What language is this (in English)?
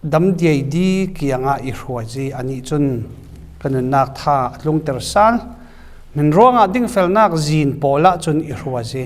Falam Chin